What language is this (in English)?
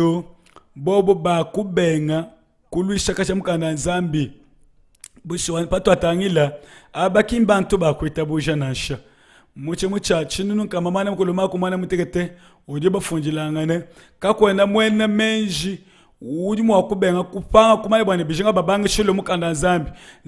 Luba-Lulua